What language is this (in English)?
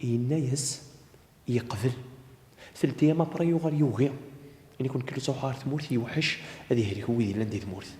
Kabyle